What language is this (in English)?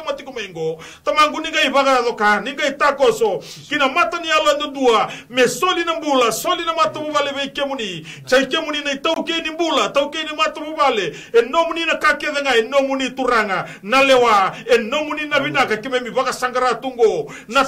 Fijian